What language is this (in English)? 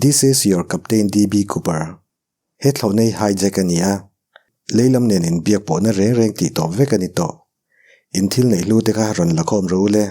Mizo